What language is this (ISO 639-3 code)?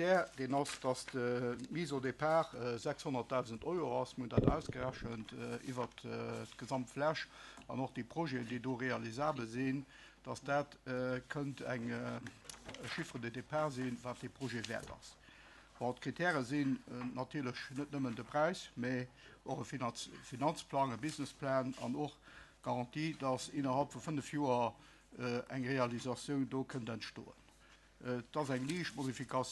ltz